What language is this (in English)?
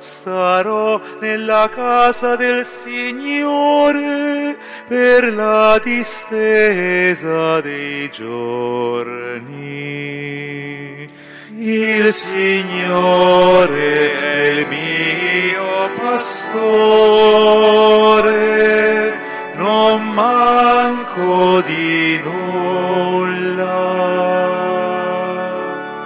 Italian